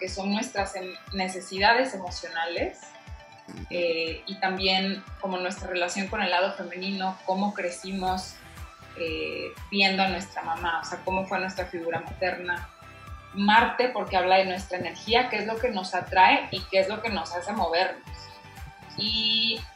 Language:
Spanish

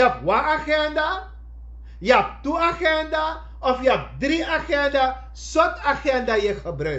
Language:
Sranan Tongo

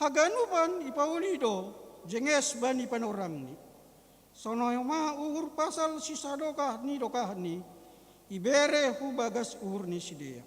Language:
Batak Simalungun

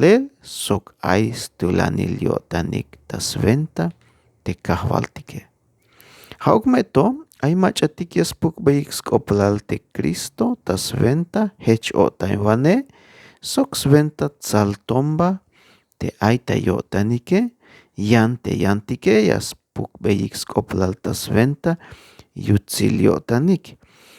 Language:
Tzeltal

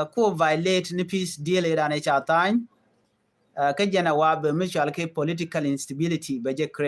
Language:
Nuer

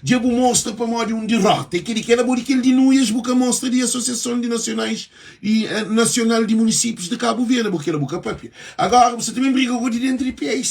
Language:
Kabuverdianu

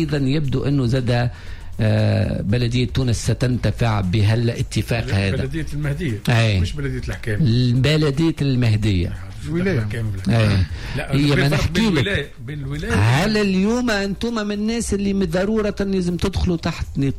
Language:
Tunisian Arabic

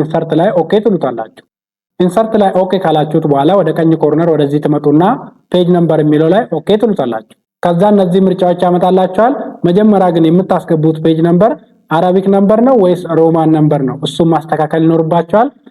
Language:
Amharic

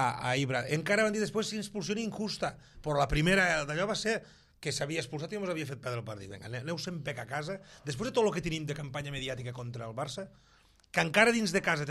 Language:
Catalan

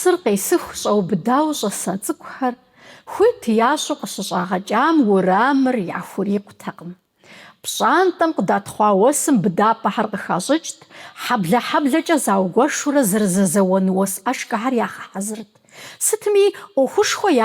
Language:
Kabardian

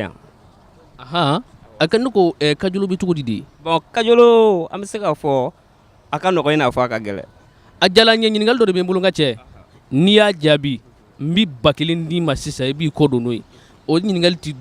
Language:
Bambara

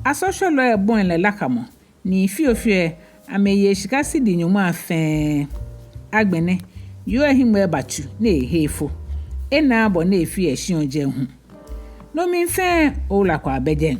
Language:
Ga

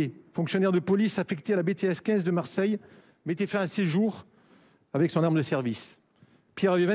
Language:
French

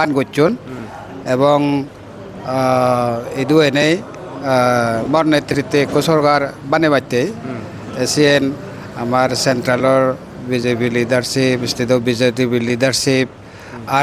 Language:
Chakma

